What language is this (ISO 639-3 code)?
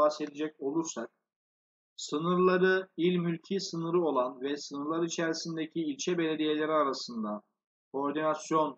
tur